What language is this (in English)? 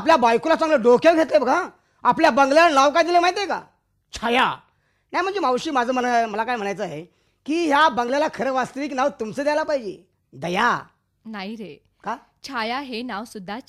Marathi